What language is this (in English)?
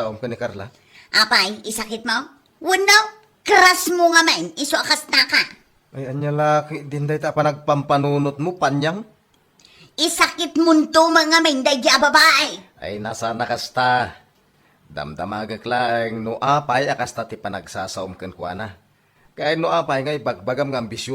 Iloko